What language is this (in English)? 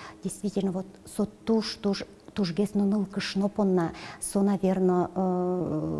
Udmurt